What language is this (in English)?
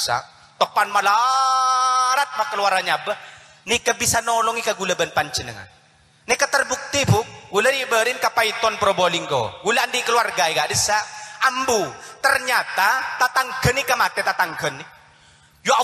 Madurese